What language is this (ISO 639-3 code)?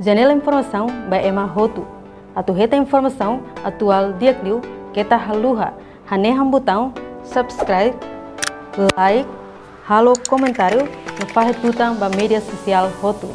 tet